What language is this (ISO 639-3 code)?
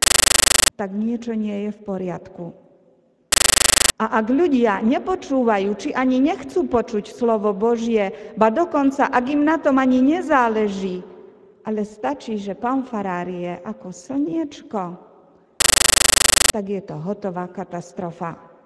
slk